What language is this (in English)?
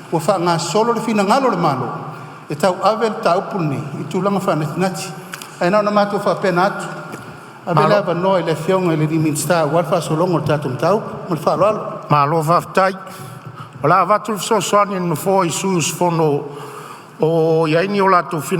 Samoan